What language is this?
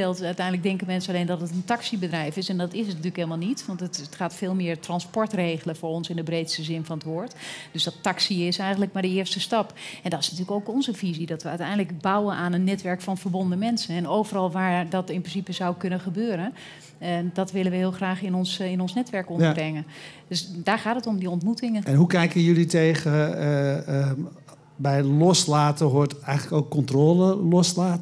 Dutch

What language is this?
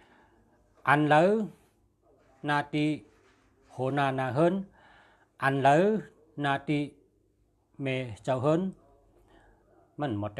Shan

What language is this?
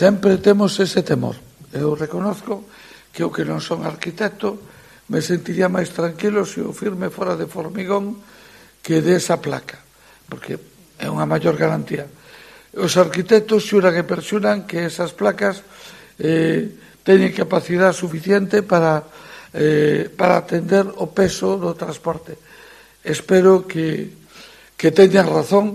Galician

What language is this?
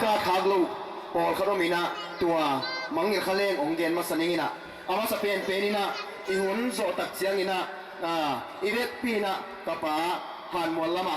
Tedim Chin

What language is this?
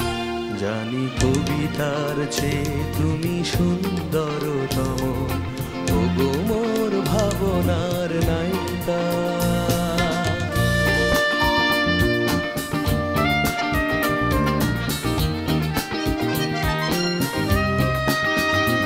Bangla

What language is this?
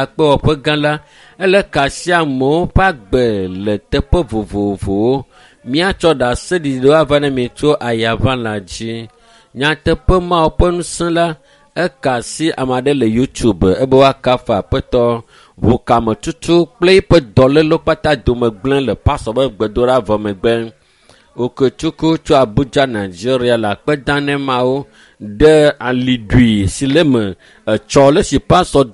Ewe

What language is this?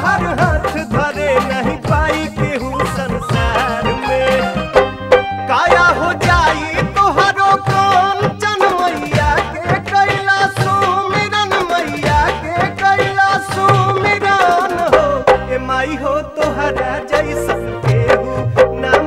Bhojpuri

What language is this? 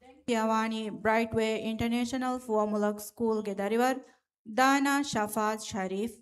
Divehi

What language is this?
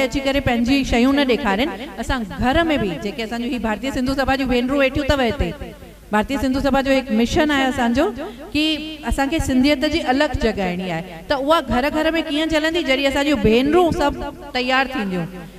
Sindhi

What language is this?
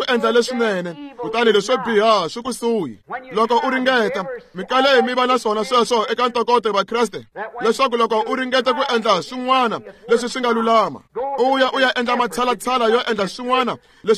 Tsonga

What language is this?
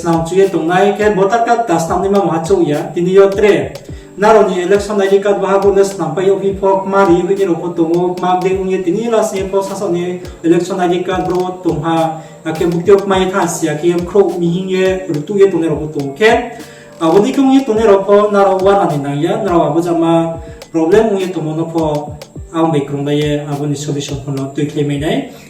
Riang (India)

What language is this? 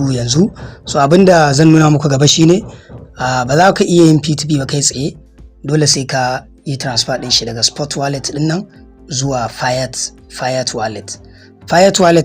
Hausa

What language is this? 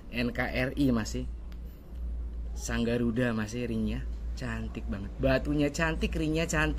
Indonesian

